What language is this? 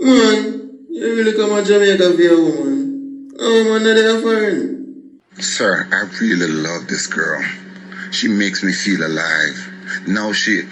Jamaican Creole English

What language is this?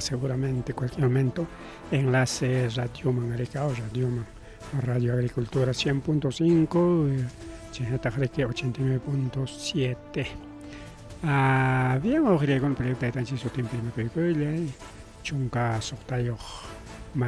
Ayacucho Quechua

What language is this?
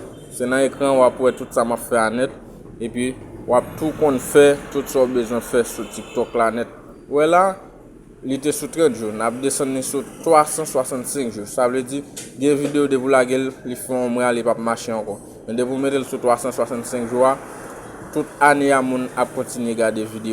Haitian Creole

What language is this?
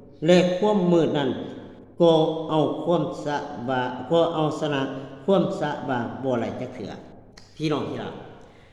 Lao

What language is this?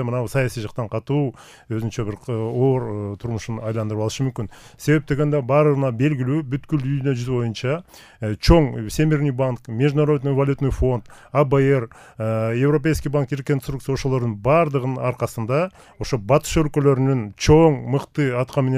Kyrgyz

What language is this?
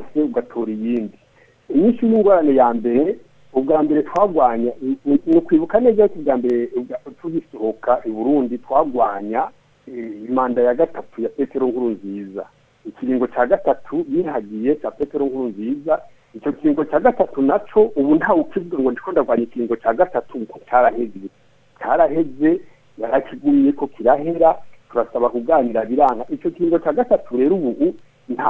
Rundi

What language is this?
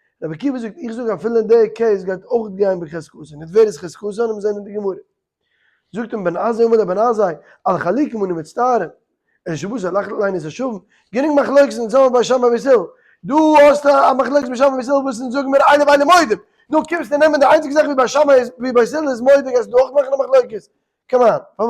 Yiddish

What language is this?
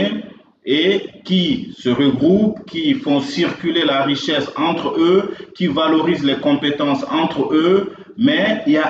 French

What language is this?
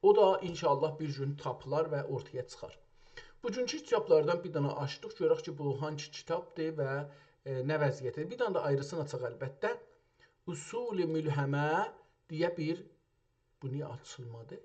South Azerbaijani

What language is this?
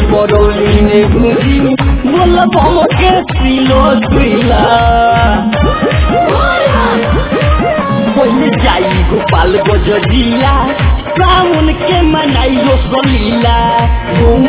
Bhojpuri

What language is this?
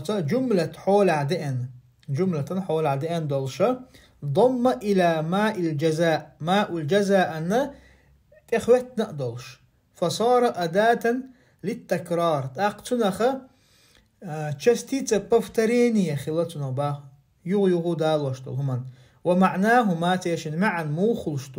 Chechen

